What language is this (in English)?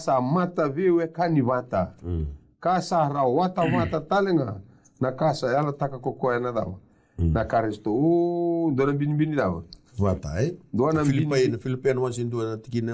Fijian